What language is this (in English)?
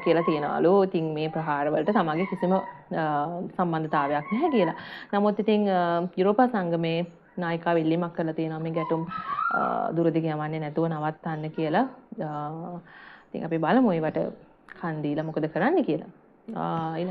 Sinhala